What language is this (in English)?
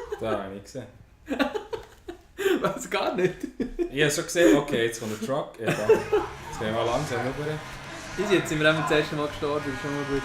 Swiss German